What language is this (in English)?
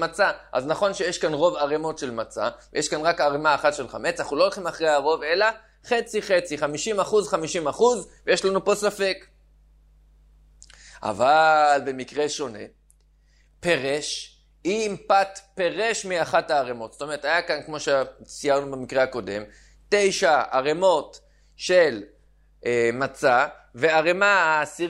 Hebrew